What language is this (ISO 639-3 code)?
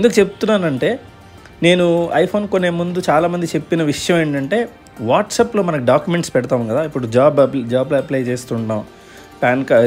tel